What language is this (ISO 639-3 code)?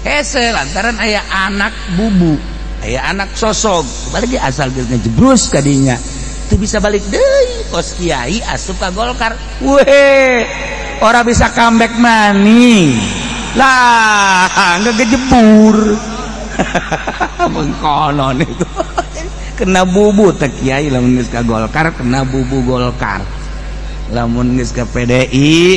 sun